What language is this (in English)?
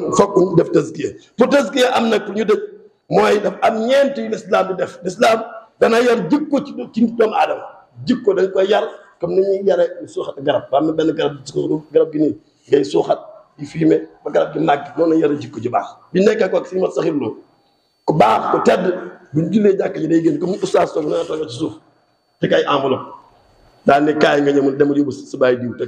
Wolof